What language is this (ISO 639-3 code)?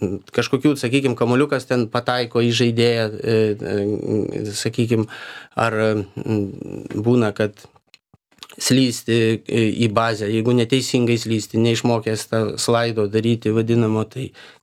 lit